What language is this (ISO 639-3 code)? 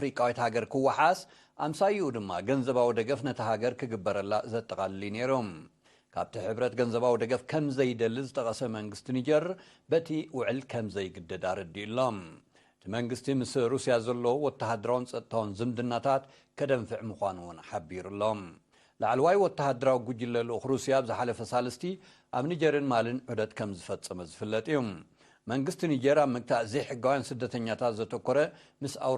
tir